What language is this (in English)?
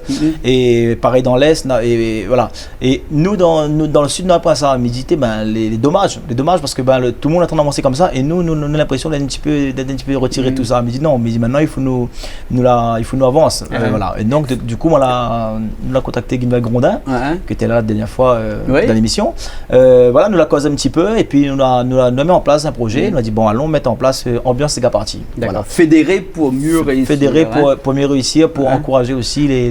Réunion Creole French